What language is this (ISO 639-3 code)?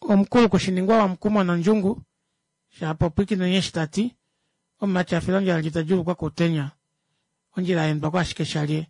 kua